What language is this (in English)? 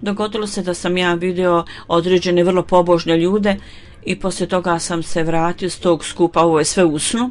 Bosnian